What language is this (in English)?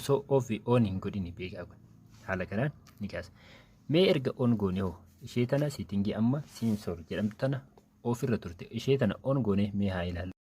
Oromo